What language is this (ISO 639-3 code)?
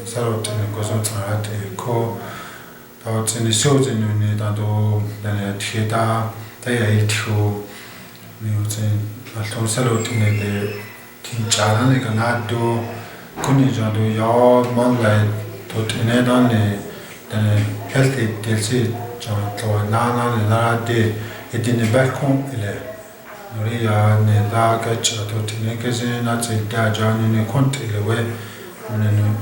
chp